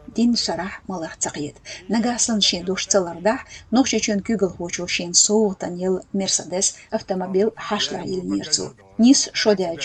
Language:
Chechen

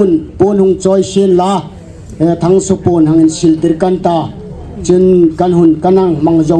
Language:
Hmar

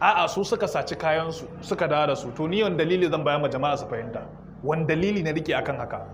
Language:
Hausa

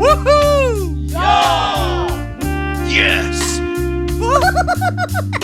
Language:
Cebuano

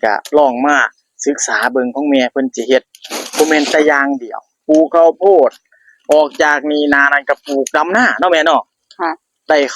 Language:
Northeastern Thai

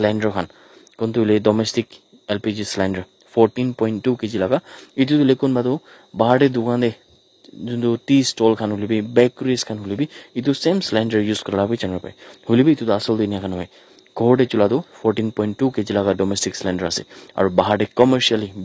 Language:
Naga Pidgin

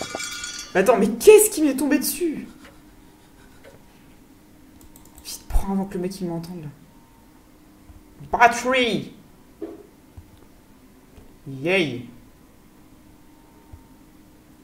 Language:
French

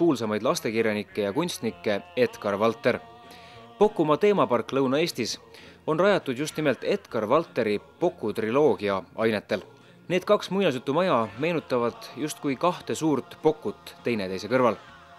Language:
Estonian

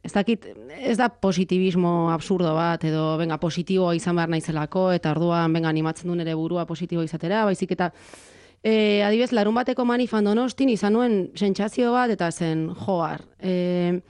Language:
Basque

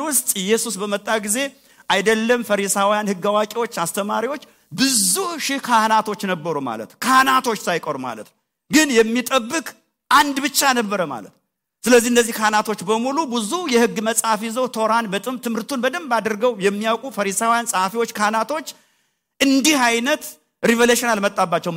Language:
Amharic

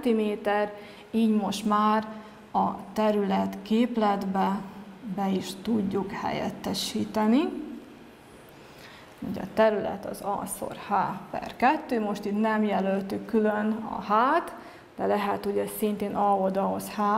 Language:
Hungarian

